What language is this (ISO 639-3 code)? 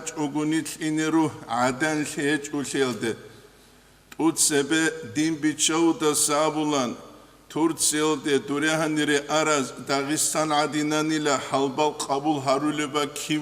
ava